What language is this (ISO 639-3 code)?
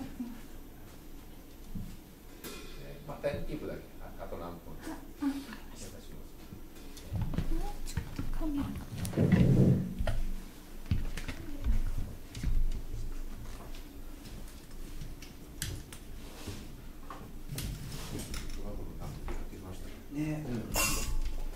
jpn